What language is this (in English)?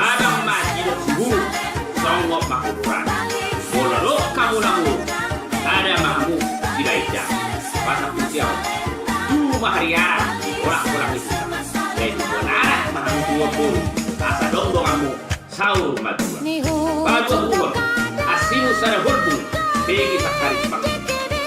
Batak Toba